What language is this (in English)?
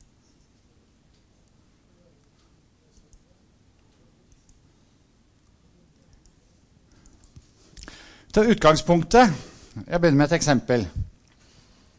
Norwegian